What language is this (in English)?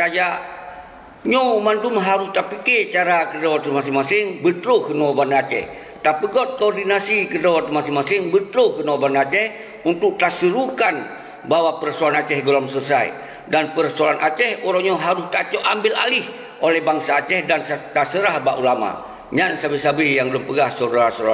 Achinese